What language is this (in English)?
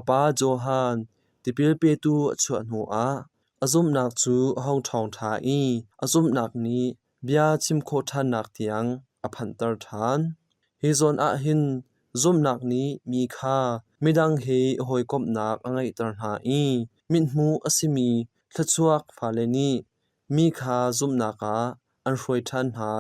Hakha Chin